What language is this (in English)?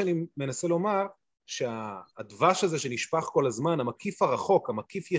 Hebrew